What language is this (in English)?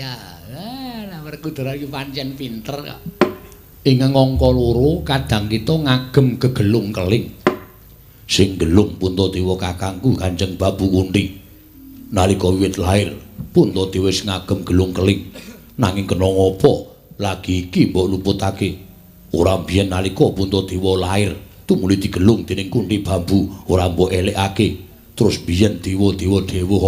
Javanese